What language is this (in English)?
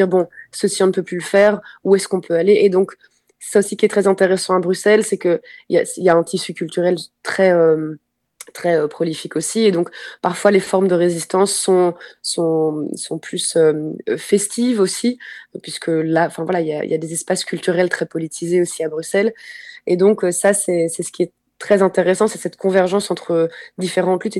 French